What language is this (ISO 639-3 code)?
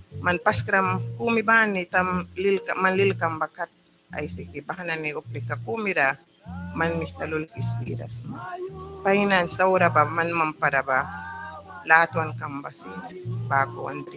miq